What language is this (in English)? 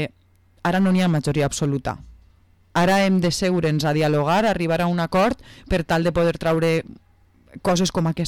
Catalan